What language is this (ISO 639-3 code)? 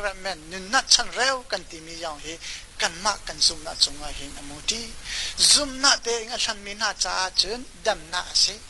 cnh